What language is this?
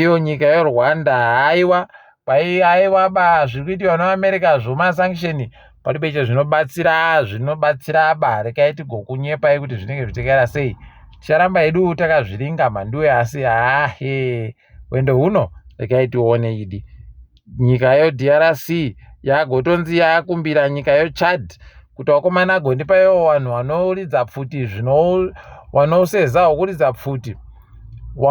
Ndau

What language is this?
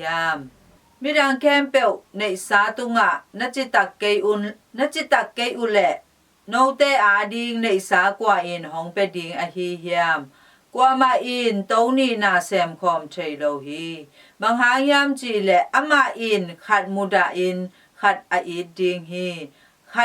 Tedim Chin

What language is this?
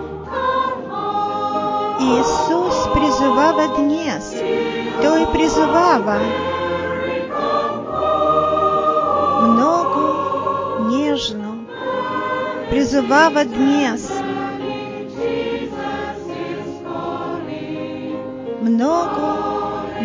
Bulgarian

